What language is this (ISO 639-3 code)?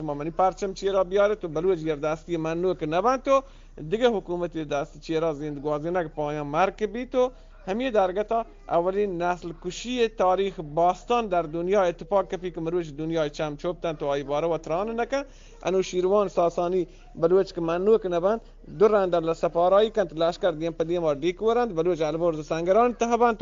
bgp